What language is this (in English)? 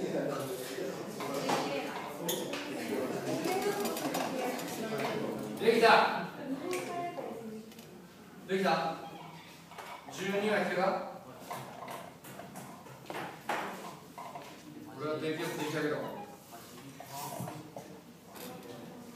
Japanese